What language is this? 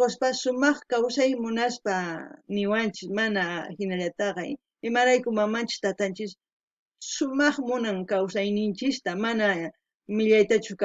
South Bolivian Quechua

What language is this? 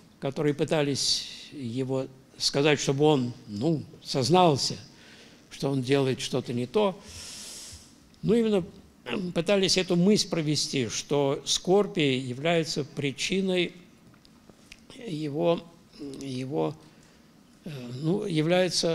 Russian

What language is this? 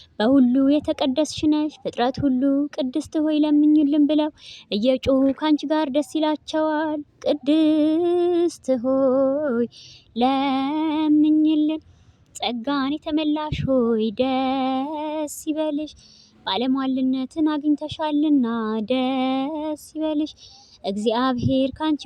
Amharic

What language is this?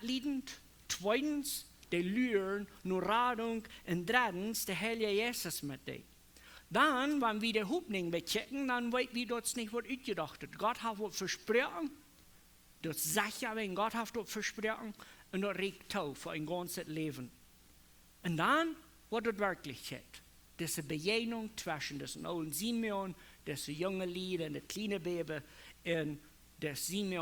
Plautdietsch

